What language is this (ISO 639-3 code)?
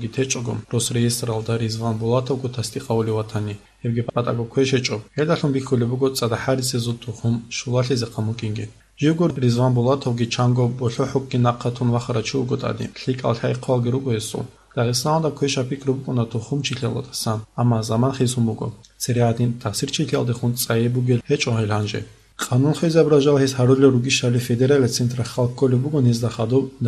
ava